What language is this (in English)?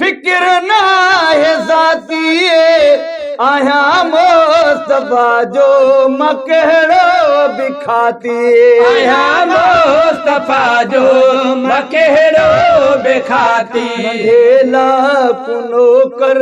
Sindhi